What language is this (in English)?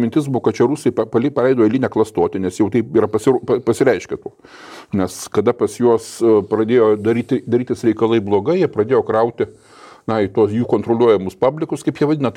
Lithuanian